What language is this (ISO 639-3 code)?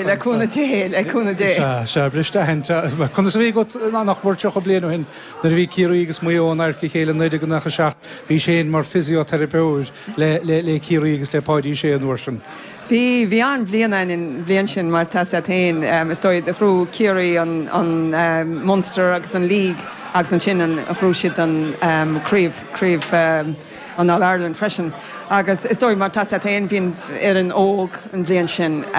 gle